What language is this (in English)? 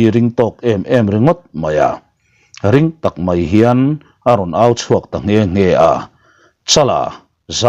Mizo